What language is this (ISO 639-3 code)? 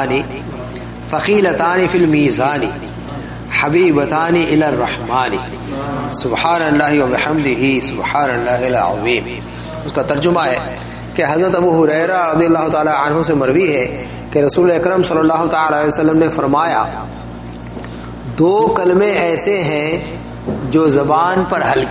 urd